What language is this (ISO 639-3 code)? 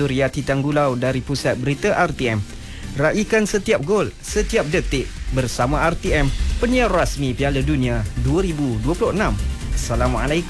msa